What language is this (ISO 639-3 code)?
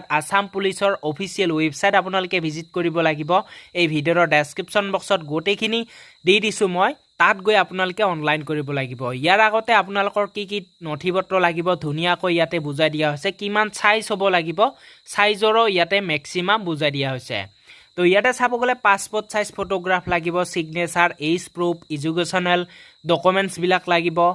asm